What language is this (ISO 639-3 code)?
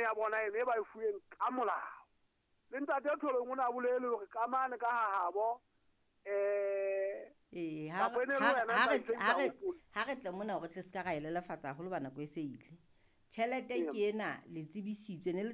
sot